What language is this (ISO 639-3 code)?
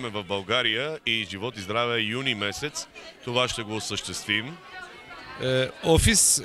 bul